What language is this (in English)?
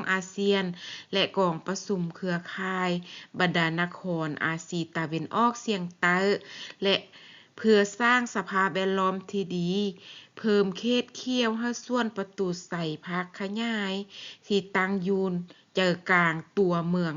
Lao